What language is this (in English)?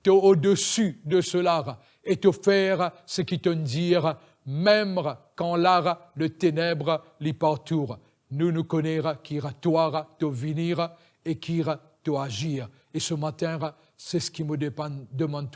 Morisyen